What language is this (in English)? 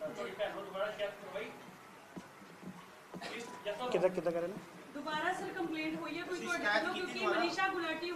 Punjabi